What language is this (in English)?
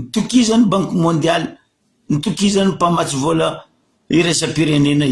Malagasy